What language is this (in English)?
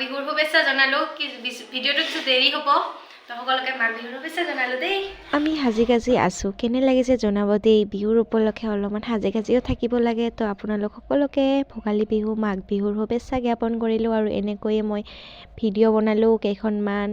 Assamese